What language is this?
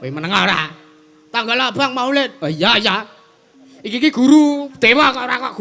Javanese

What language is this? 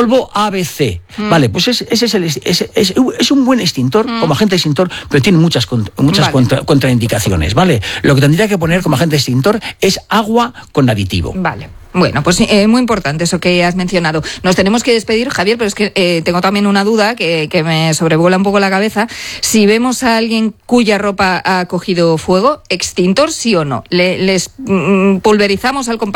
Spanish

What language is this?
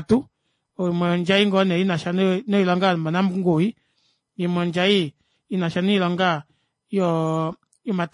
Kuanyama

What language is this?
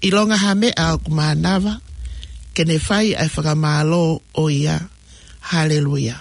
Tongan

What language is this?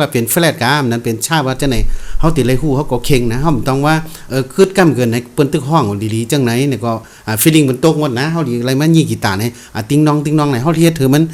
Shan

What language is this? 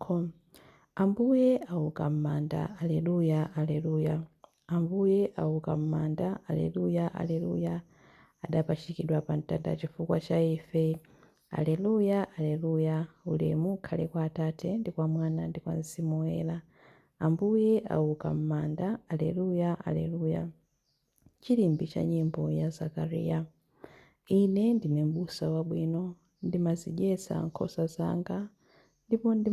Nyanja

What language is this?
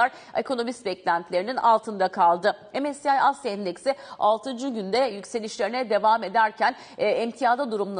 Turkish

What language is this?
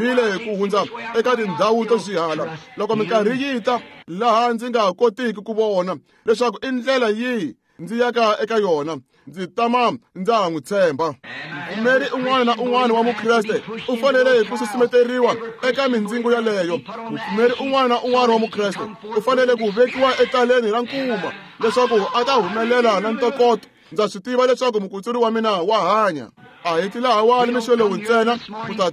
Tsonga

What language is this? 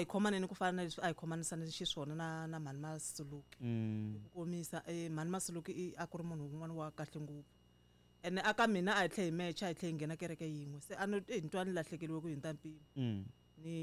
Tsonga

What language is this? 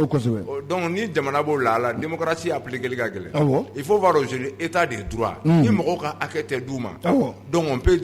Bambara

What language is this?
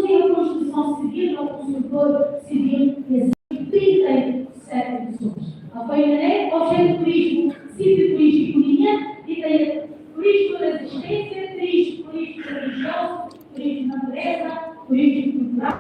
Tetum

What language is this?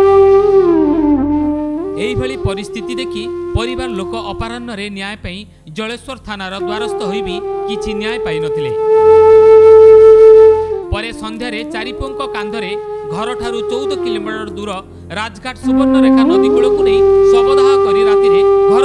Odia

